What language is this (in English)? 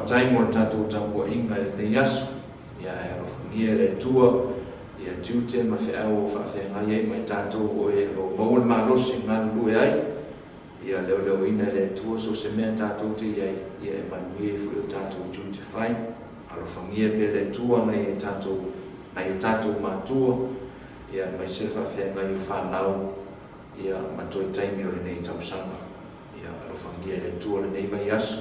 Samoan